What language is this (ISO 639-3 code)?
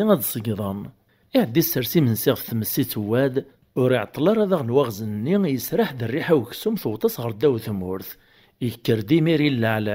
kab